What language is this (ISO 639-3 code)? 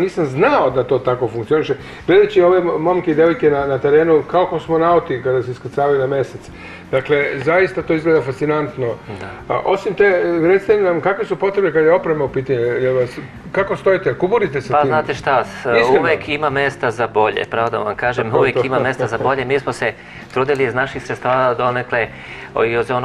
srp